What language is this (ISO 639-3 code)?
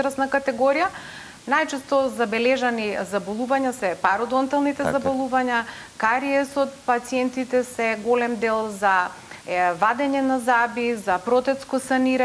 mkd